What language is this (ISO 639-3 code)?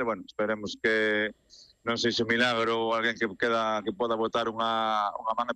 glg